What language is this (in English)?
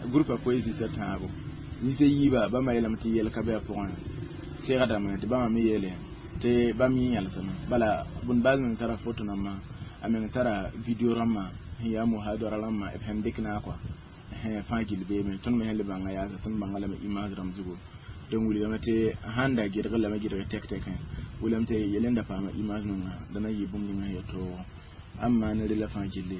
Mossi